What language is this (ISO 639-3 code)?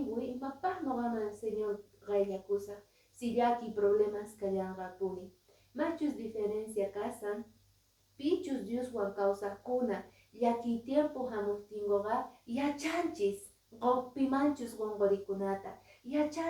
que